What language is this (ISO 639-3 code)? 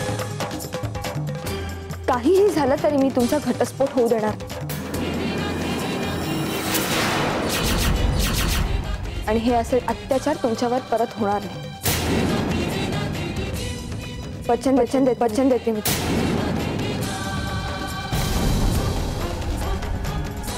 mar